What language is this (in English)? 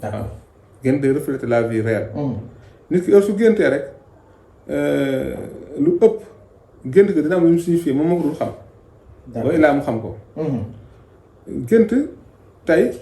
Wolof